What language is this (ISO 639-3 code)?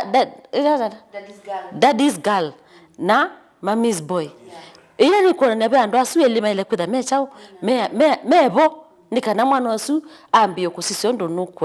kam